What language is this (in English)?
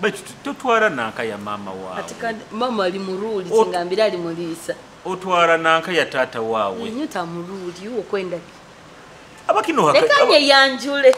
Nyoro